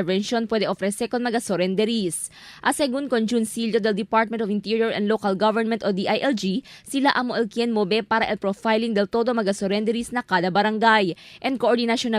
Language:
Chavacano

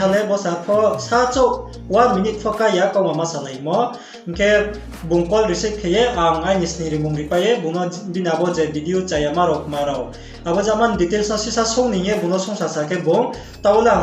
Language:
Riang (India)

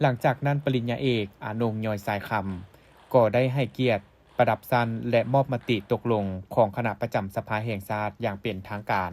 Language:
Lao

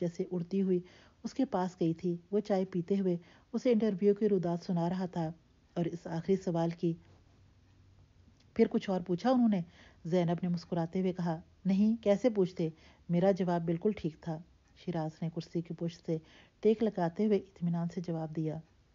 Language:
Urdu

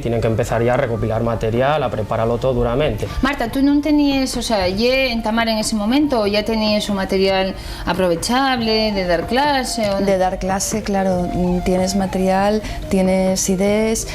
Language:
Asturian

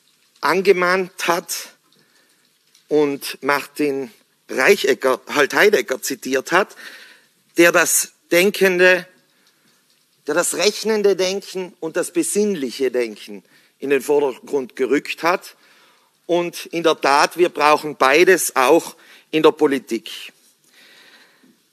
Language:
German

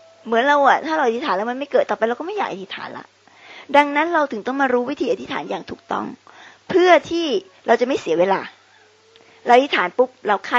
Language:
Thai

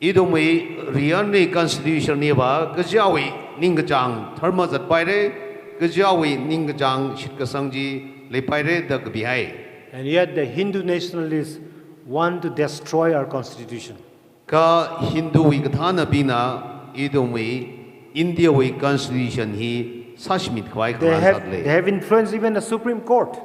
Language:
Tangkhul Naga (India)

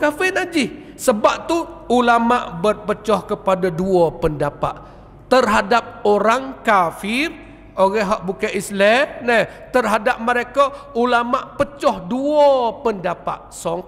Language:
Malay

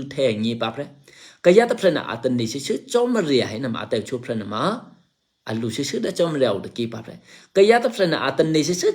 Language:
Eastern Kayah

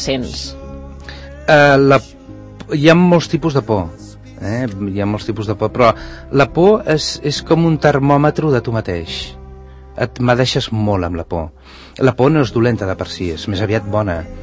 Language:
Catalan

